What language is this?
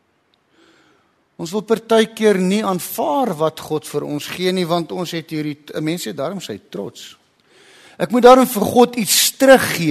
Afrikaans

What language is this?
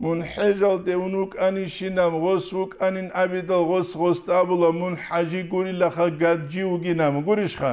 Avaric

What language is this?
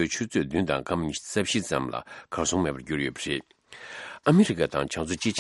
Tibetan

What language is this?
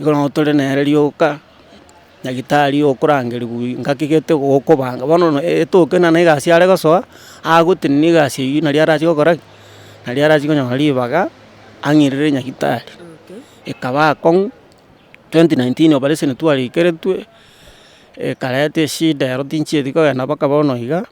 Gusii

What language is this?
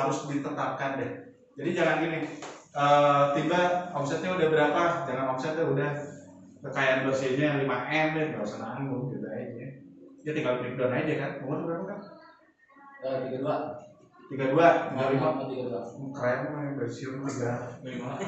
Indonesian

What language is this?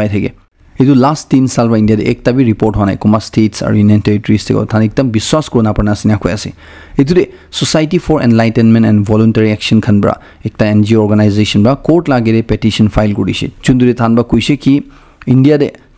Naga Pidgin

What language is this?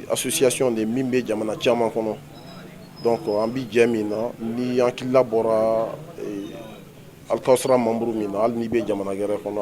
Bambara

